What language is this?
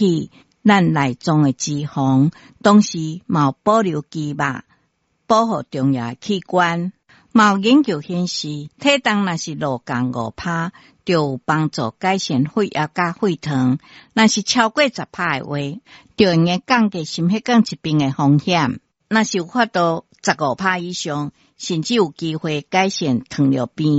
Min Nan Chinese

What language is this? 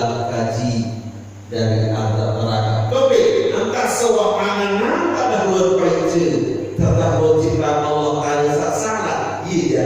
Sasak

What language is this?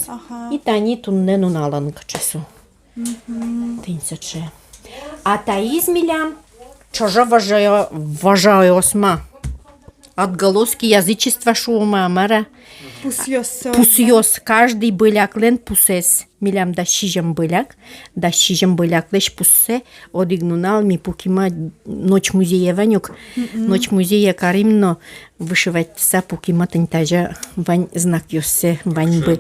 Udmurt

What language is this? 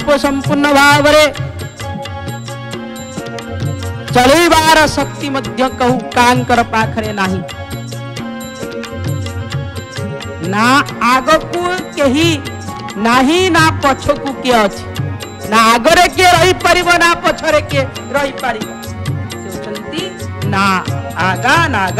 Odia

